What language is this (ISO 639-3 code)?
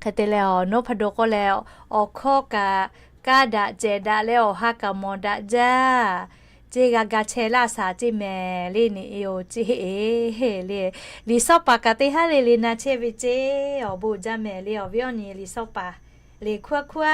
lhu